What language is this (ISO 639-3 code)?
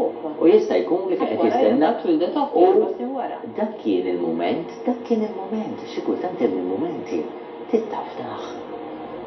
mlt